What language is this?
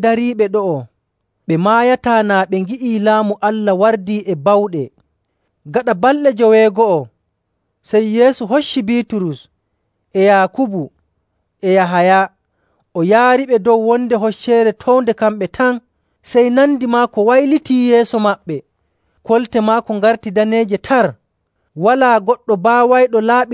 Nigerian Fulfulde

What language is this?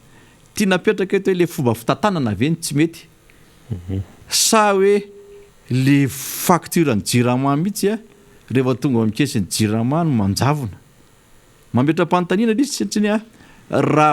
Malagasy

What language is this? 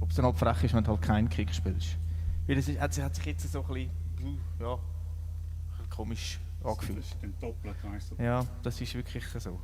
Swiss German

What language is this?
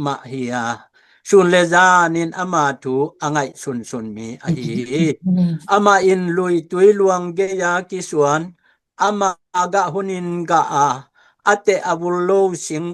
Tedim Chin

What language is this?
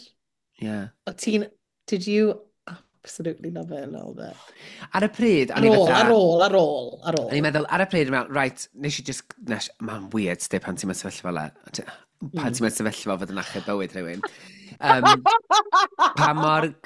Welsh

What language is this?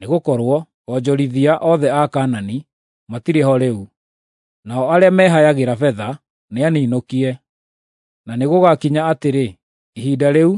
Kikuyu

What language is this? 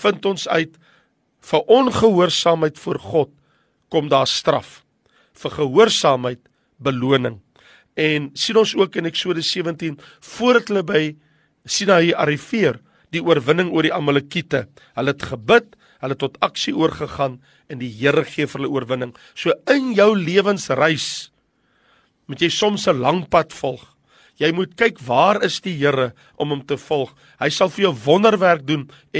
Afrikaans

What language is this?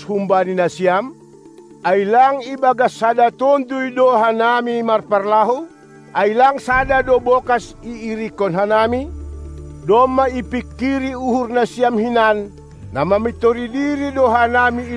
Batak Simalungun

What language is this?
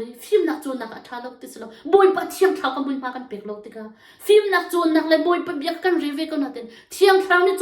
Hakha Chin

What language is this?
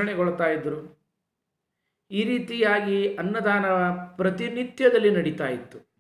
Kannada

